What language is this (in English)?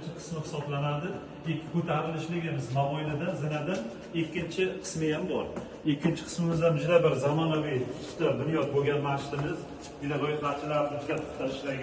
Uzbek